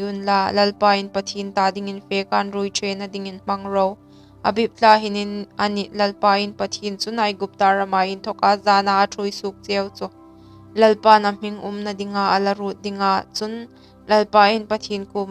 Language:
Hmar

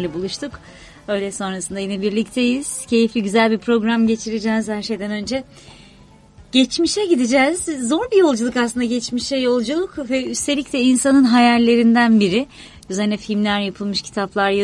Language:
Turkish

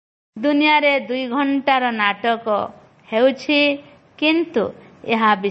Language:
Odia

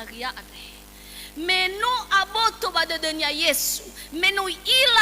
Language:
Nias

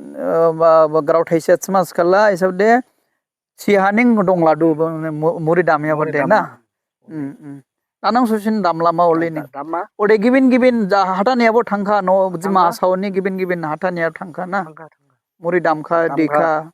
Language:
Dimasa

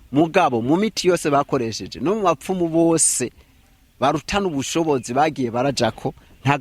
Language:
Rundi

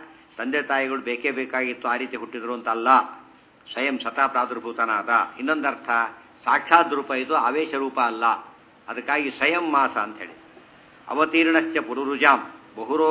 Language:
Kannada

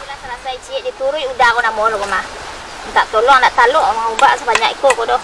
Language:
Minangkabau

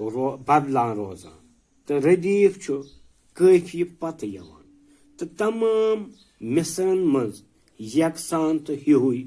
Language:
Kashmiri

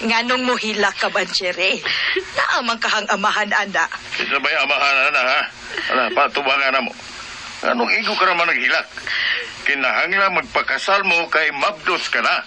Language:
Cebuano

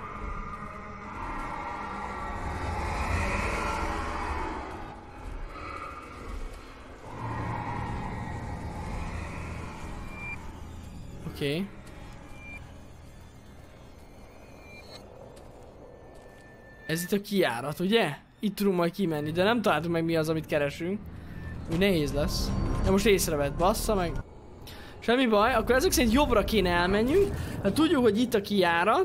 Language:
Hungarian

